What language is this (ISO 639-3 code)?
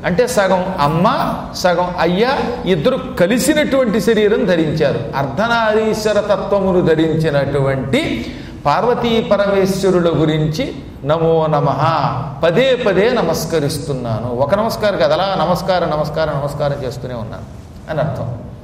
tel